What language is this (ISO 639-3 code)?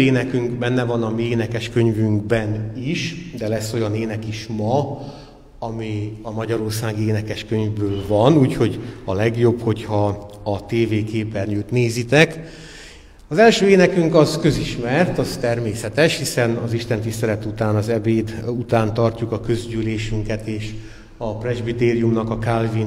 hun